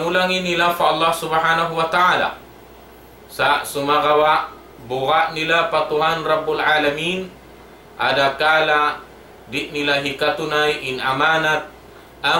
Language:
Tausug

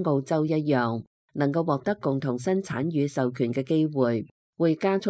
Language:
Cantonese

